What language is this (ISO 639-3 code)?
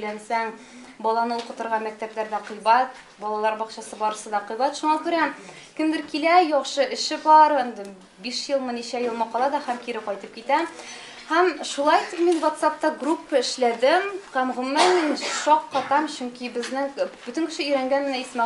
tat